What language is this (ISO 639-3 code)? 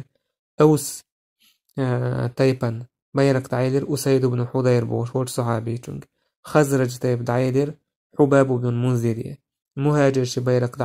che